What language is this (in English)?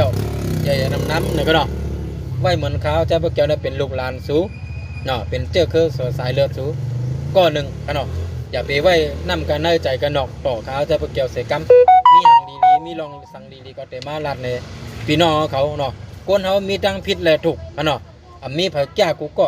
Shan